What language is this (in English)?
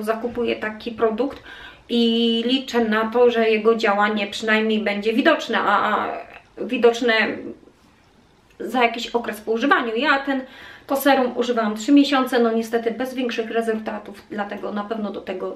Polish